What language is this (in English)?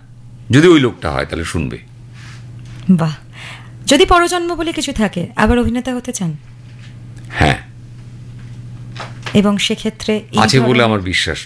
Bangla